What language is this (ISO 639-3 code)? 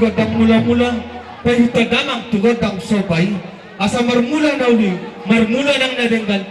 bbc